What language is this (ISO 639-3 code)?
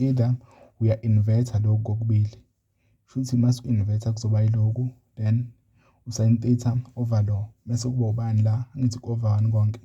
zul